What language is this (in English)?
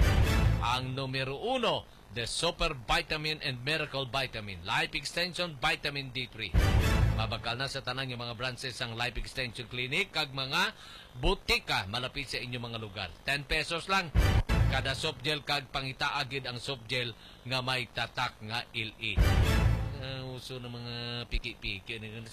Hiligaynon